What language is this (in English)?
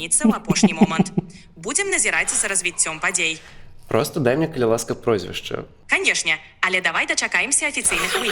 Belarusian